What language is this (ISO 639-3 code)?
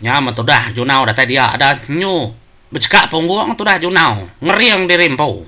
iba